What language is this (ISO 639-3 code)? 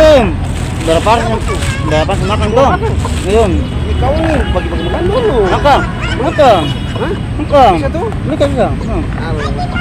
abs